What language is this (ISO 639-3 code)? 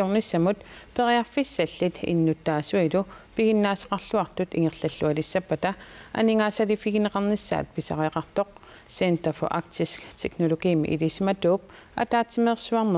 kal